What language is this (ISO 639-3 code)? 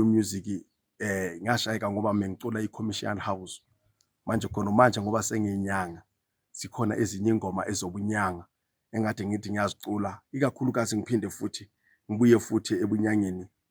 zul